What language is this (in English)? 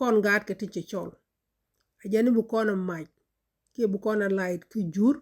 Nuer